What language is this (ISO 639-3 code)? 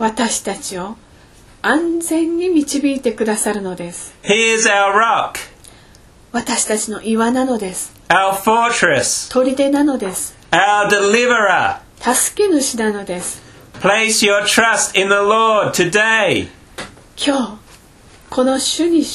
jpn